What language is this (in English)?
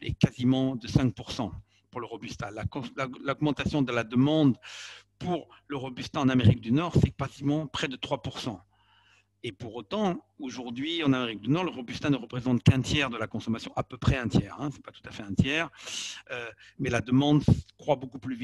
French